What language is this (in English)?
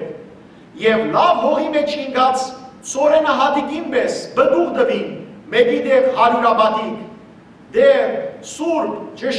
Western Armenian